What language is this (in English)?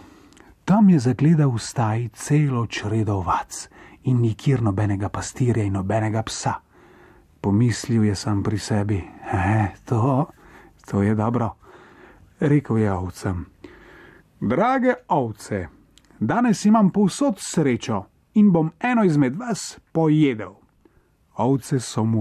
Slovenian